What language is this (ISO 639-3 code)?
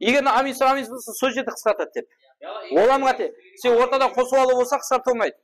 kaa